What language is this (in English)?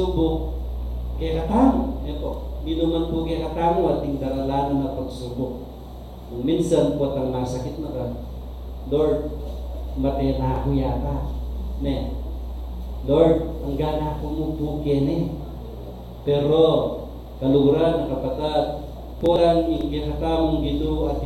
Pampanga